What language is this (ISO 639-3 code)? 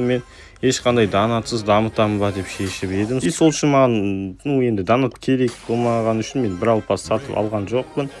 kaz